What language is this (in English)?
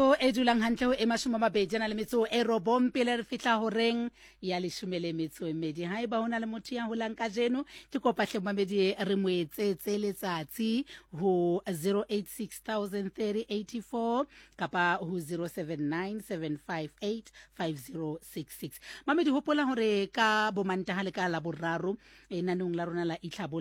Southern Sotho